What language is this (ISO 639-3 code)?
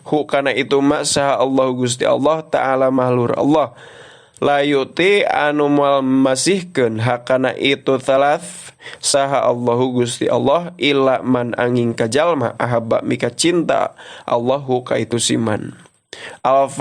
sun